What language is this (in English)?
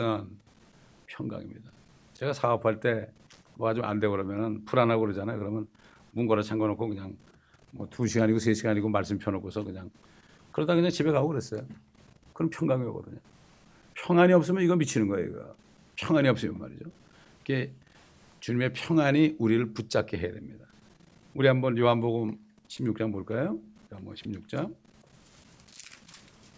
Korean